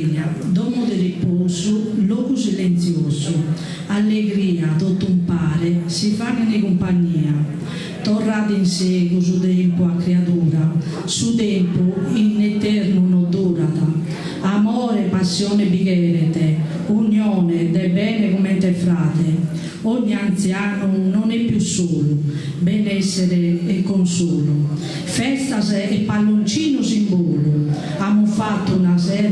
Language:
Sardinian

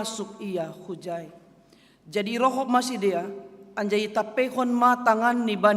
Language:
Batak Simalungun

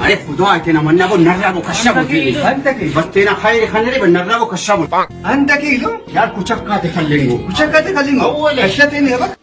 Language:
Brahui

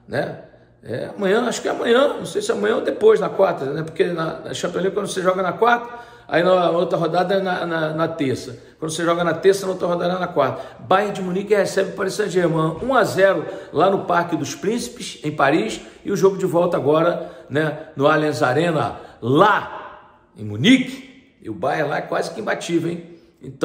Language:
Portuguese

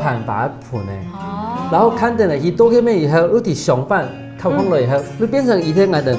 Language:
Hakka Chinese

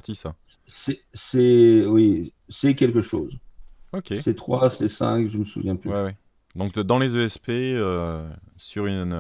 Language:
French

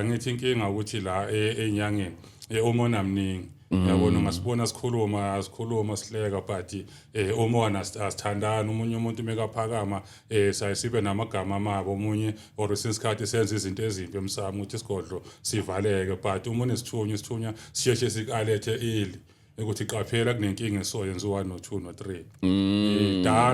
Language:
Zulu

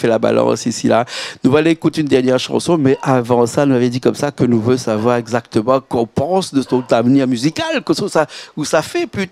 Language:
Réunion Creole French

